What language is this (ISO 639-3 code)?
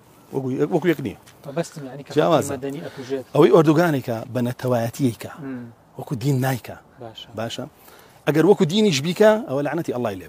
ckb